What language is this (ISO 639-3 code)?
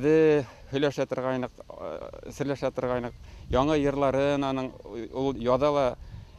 bak